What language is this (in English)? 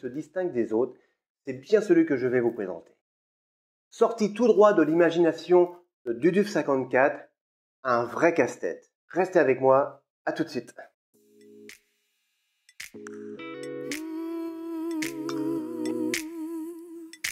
French